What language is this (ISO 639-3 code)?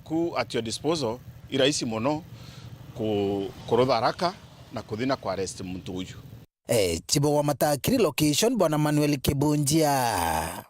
mer